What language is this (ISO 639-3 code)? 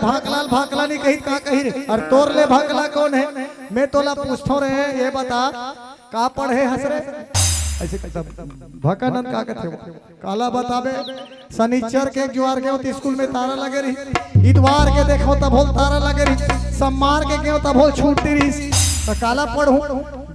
hne